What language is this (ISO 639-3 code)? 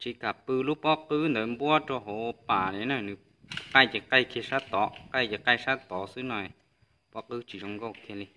hmn